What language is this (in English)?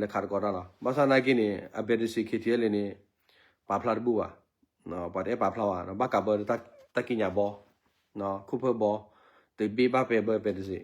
S'gaw Karen